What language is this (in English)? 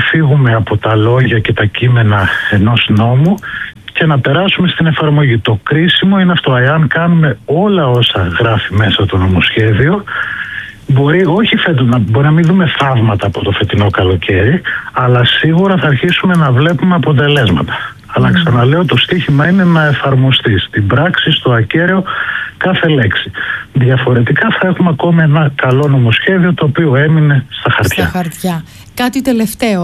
Greek